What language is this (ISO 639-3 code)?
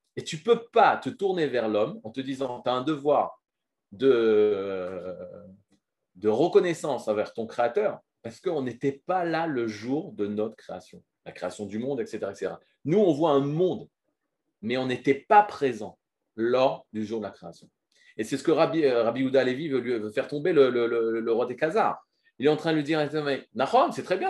fra